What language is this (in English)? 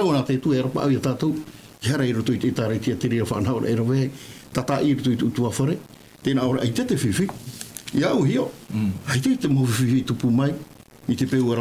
Tahitian